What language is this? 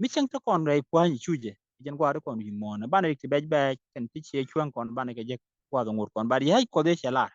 Nuer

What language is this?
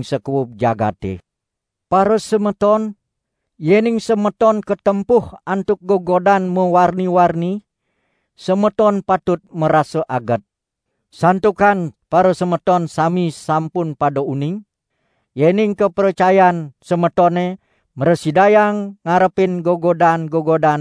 Balinese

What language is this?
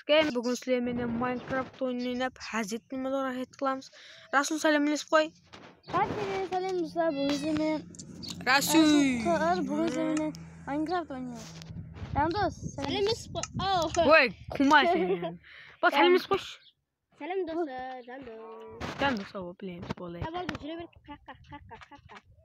Kara-Kalpak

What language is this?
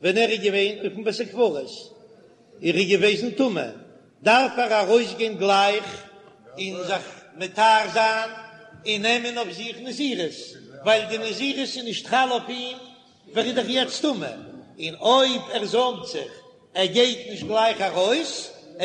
Yiddish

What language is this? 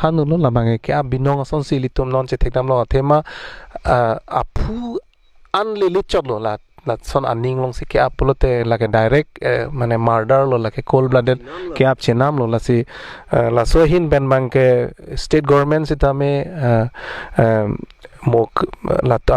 Karbi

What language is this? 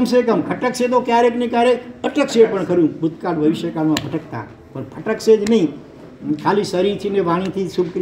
Gujarati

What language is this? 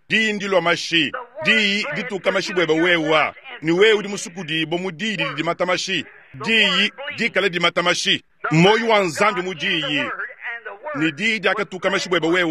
Luba-Lulua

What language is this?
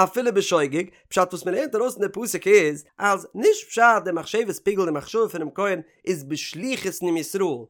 Yiddish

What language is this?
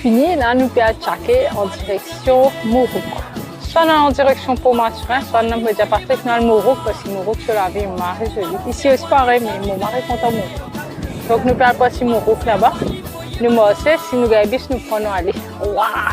Morisyen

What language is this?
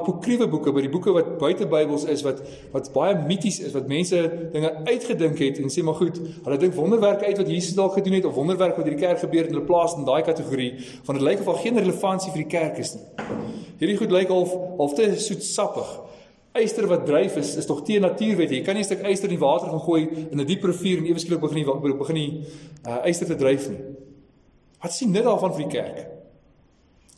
Afrikaans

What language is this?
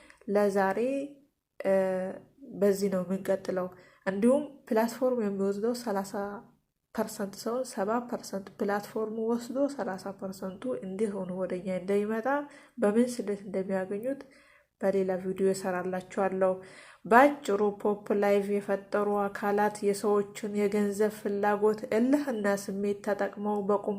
Amharic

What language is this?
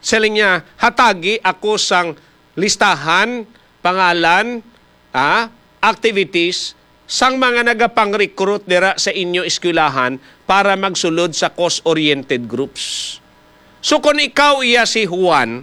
Hiligaynon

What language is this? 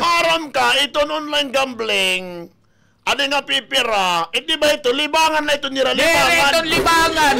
Waray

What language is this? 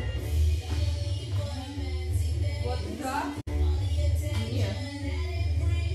Russian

